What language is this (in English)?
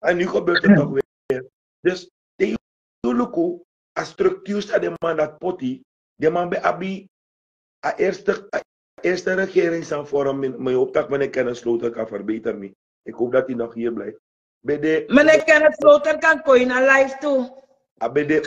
Sranan Tongo